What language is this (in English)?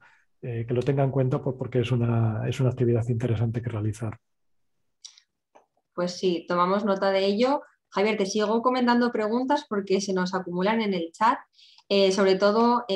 Spanish